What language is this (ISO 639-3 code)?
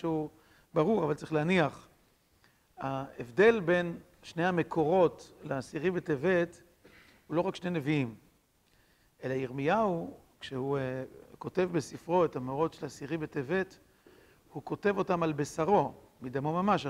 heb